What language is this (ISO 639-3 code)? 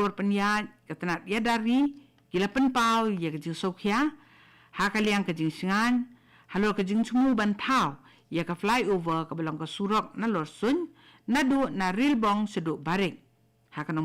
kha